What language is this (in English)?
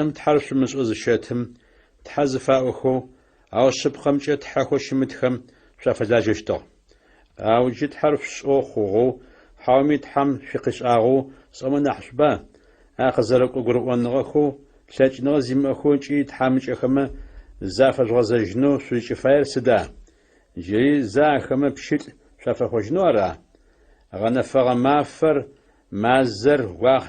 Adyghe